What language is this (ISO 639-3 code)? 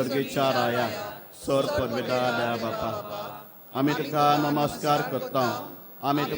kok